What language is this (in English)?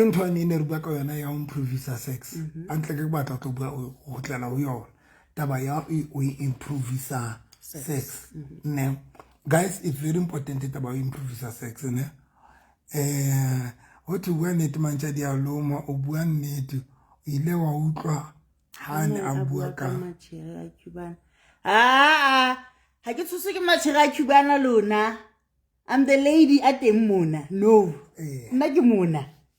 Southern Sotho